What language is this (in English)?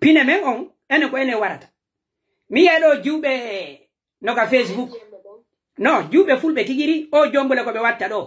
Pular